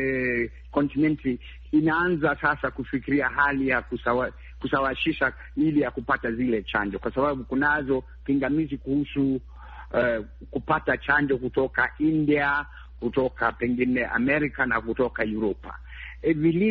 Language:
Swahili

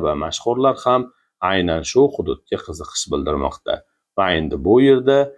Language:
Uzbek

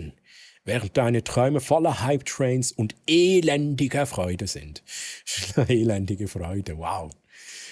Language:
Swiss German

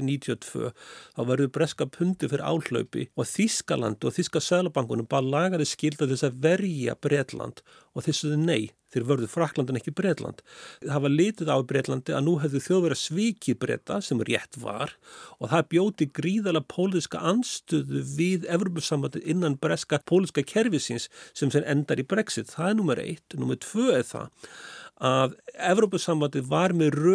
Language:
Icelandic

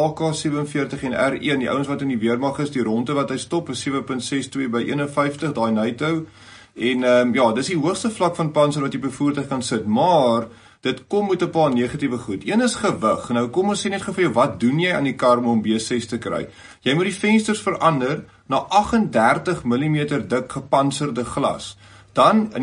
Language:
Afrikaans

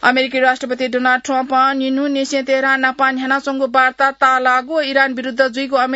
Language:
Newari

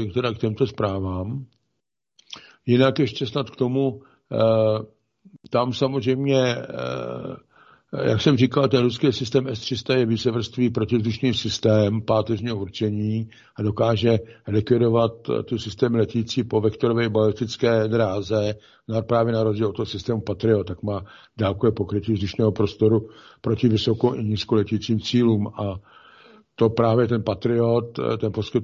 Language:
Czech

